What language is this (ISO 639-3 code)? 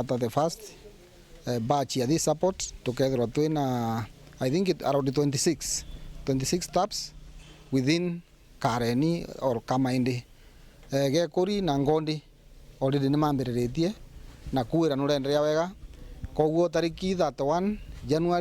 mer